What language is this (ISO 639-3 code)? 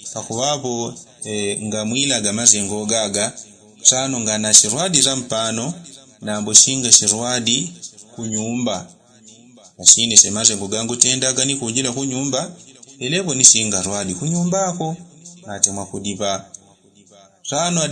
yao